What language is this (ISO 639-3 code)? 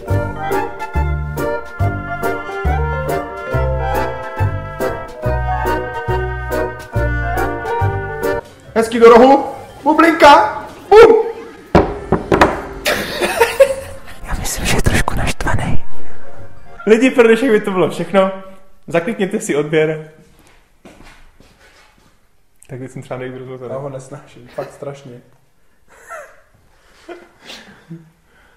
ces